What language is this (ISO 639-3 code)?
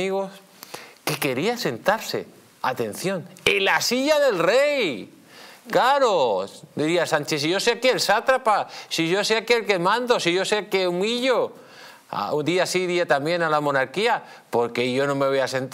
spa